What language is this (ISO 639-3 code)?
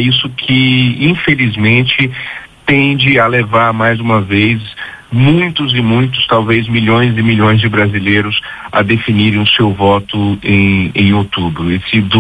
por